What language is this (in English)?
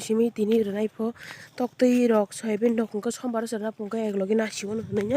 Kok Borok